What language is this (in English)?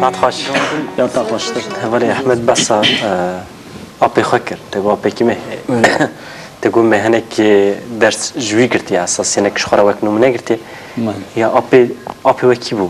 Kurdish